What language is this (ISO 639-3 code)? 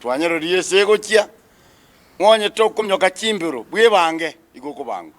guz